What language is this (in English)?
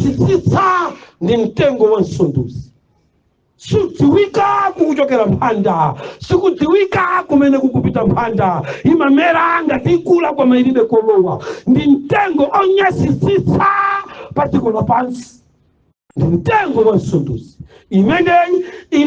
Nyanja